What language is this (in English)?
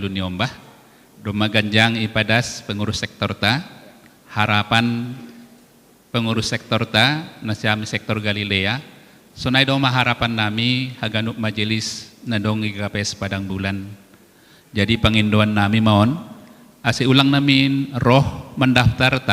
Batak Simalungun